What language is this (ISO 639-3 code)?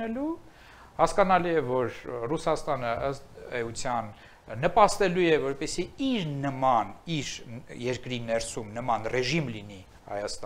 hye